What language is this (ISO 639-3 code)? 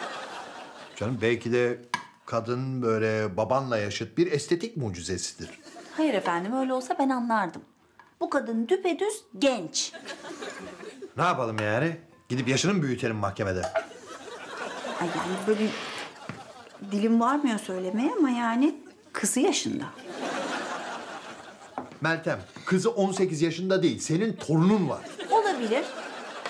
tur